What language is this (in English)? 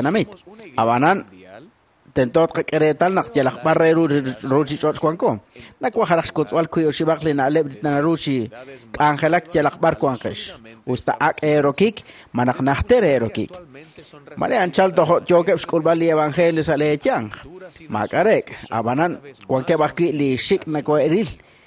Kekchí